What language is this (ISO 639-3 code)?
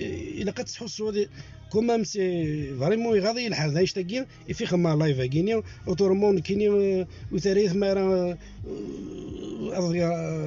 kab